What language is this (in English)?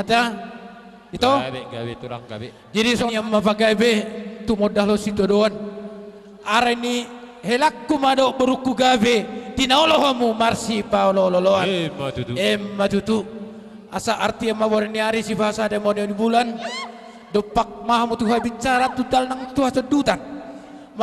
Batak Toba